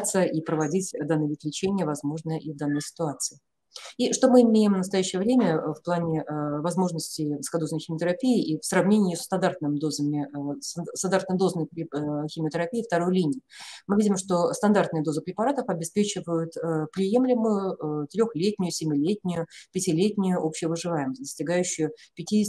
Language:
Russian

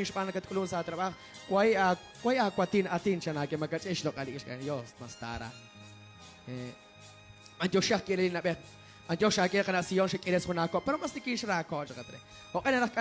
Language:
Kekchí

